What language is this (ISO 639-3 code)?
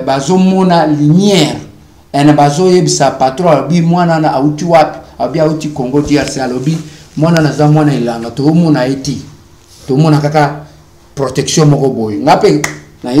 lin